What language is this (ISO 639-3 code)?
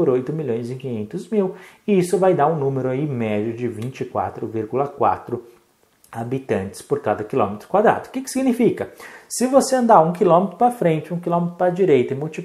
por